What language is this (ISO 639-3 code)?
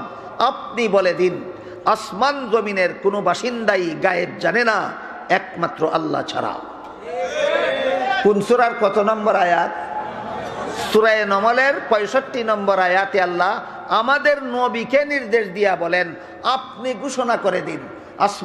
ben